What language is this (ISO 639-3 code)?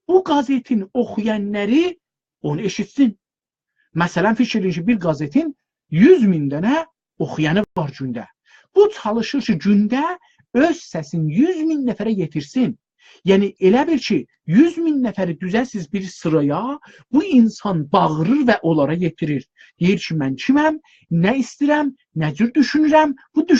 azb